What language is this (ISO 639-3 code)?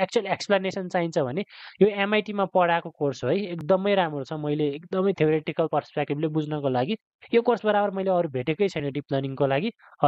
nep